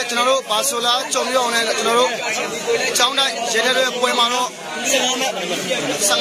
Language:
Burmese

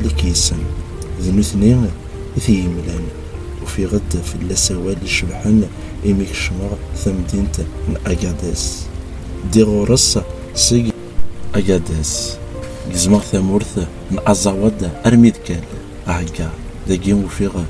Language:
Kabyle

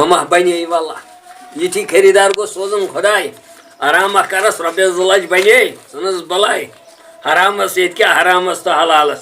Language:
Kashmiri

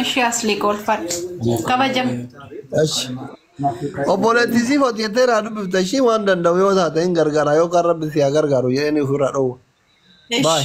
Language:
Oromo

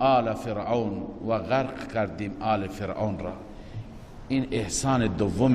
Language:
Persian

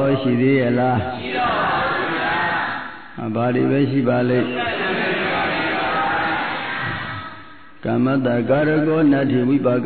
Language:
Burmese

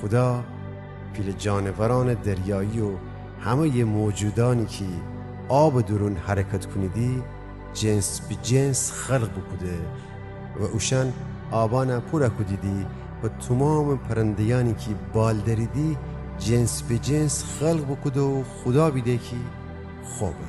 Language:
Gilaki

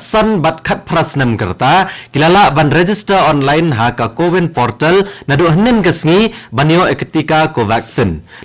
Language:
Khasi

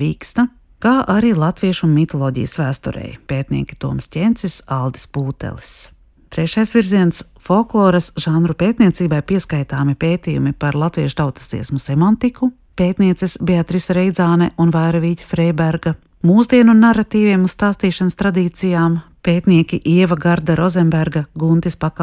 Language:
Latvian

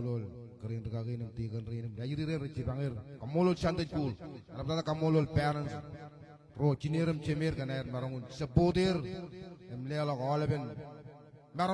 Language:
Marshallese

